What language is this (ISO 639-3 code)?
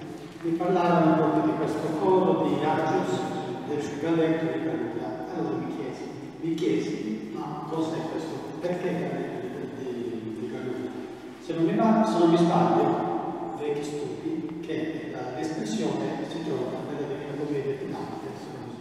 ita